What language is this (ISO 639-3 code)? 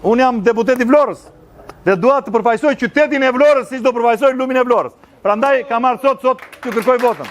sqi